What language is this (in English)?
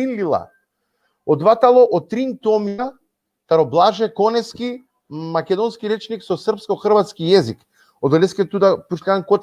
Balkan Romani